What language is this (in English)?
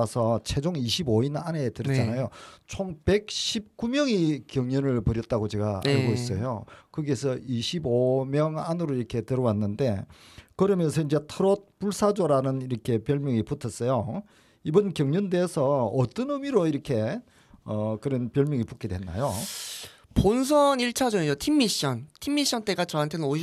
Korean